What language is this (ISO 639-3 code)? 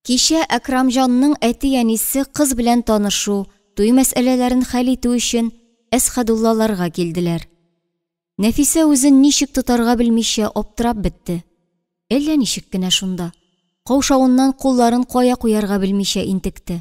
tat